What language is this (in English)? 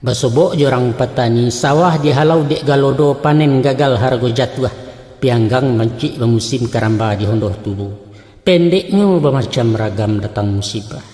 Minangkabau